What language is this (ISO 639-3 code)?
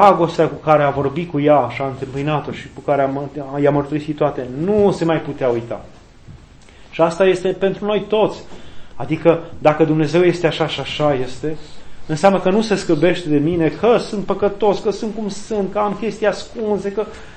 ron